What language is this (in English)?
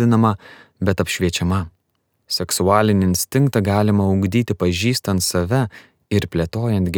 Lithuanian